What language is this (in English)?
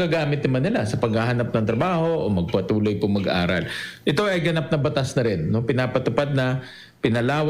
Bikol